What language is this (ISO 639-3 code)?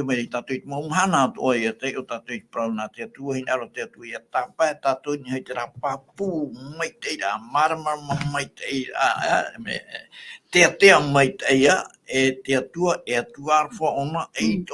tah